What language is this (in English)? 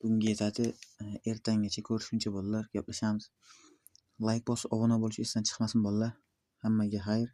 Uzbek